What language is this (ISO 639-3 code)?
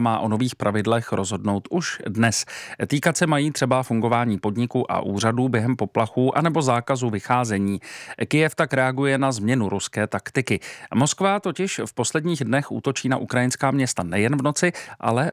ces